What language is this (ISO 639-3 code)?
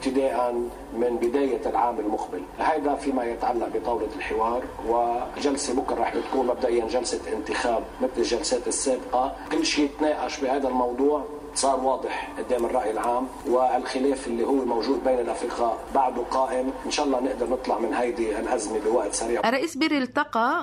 apc